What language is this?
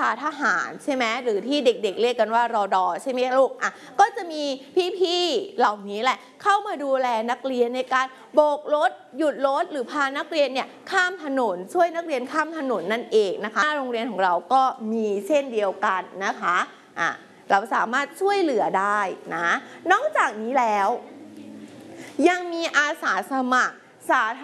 Thai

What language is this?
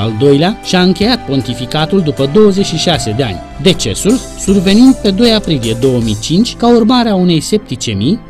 Romanian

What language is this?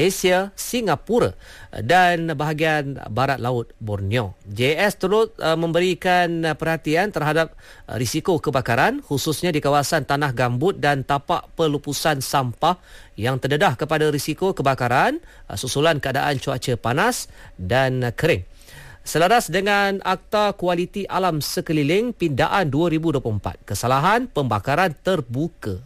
Malay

